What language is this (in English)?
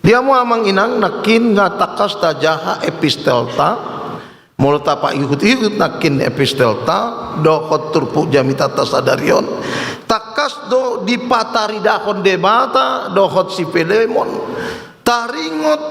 Batak Toba